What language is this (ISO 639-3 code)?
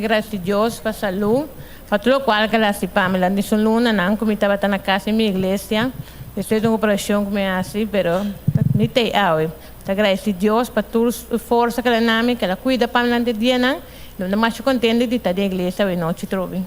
pap